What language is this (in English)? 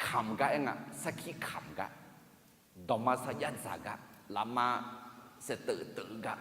Akha